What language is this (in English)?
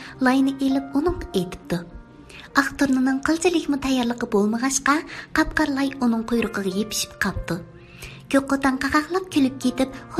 Uyghur